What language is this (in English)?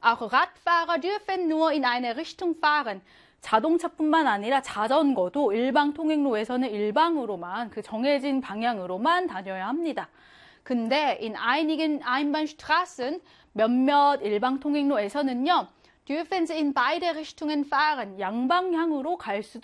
Korean